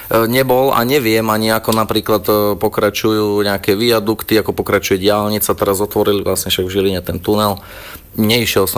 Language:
Slovak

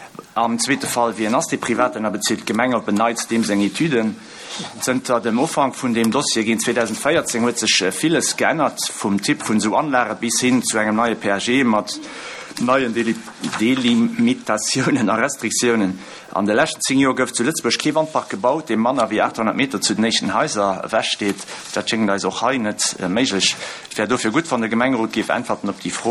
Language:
Luxembourgish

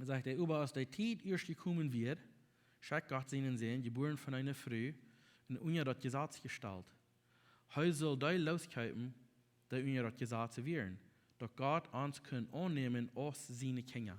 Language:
Plautdietsch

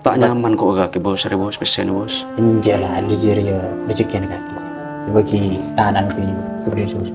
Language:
Madurese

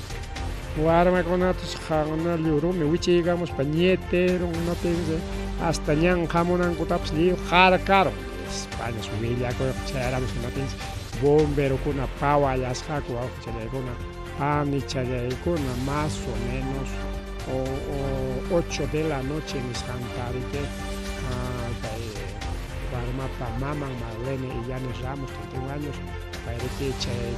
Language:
Ayacucho Quechua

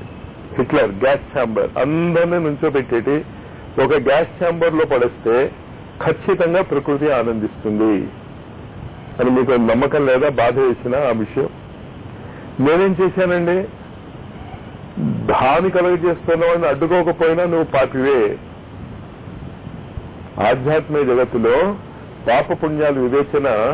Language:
Telugu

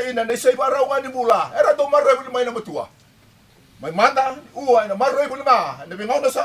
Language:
Fijian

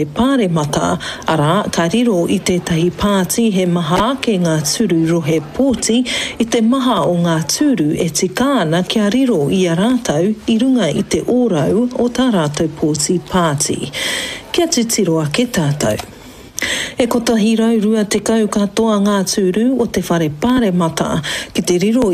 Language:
Māori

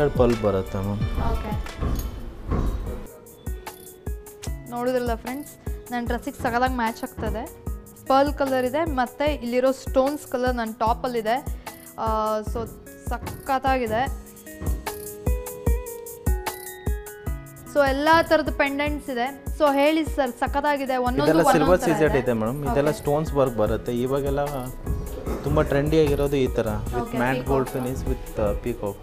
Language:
Kannada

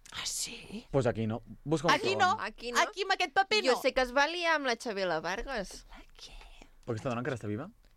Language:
Catalan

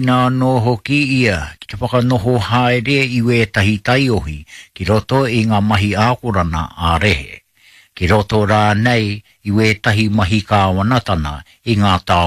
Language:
Māori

